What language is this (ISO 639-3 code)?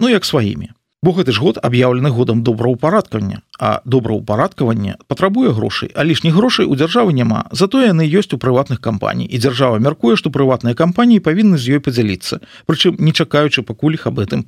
bel